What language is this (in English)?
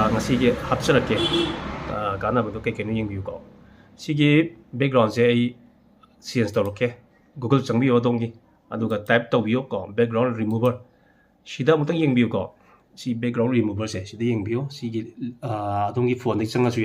Manipuri